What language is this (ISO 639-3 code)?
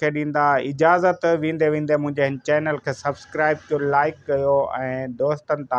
snd